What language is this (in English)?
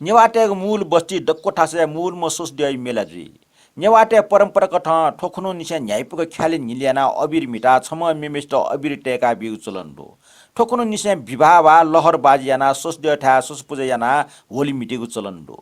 Newari